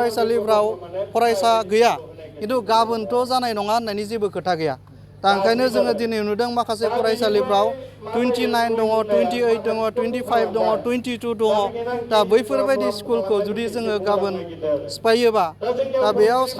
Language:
Bodo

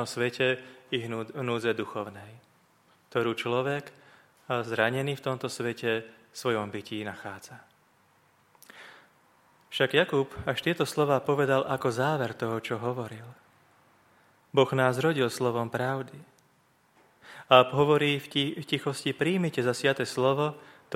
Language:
Slovak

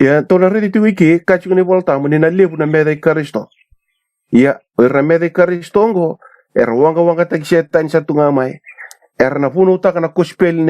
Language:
Fijian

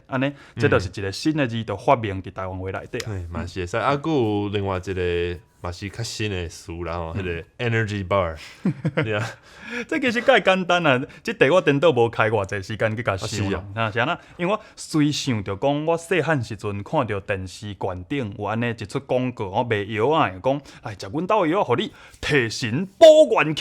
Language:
Min Nan Chinese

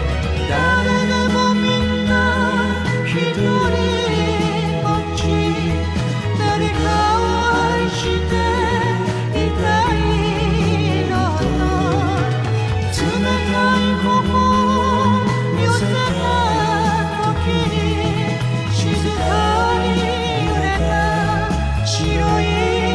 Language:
Japanese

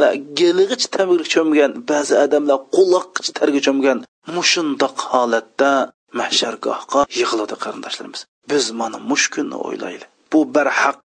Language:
Uyghur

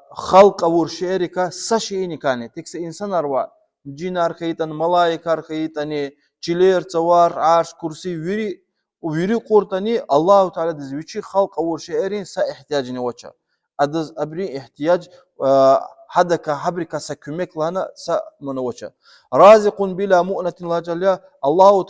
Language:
Lezghian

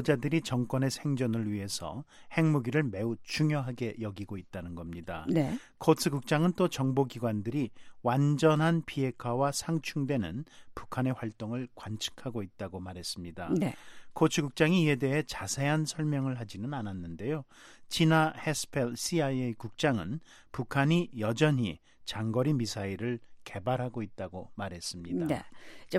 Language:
Korean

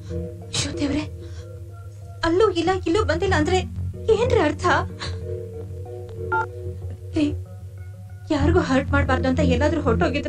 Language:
Kannada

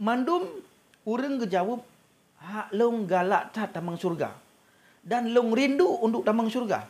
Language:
Achinese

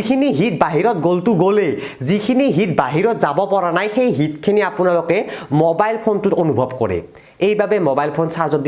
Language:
Assamese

